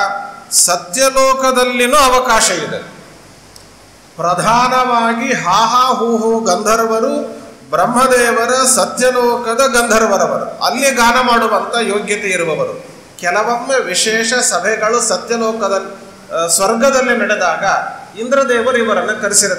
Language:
Kannada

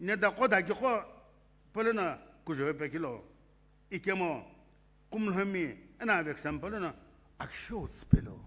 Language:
Sumi Naga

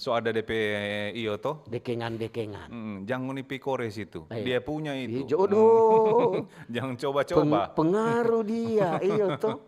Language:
Manado Malay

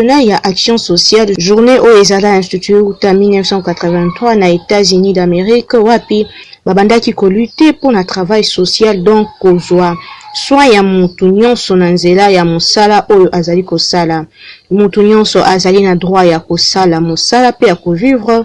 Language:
Lingala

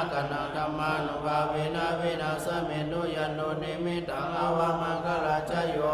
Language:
Pali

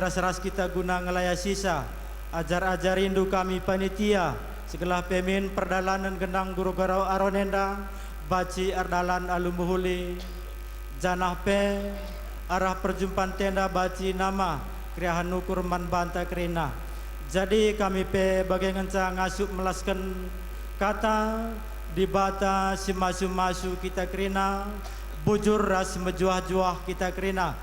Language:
Batak Karo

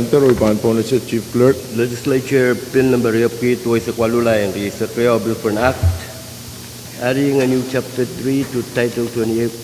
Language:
Pohnpeian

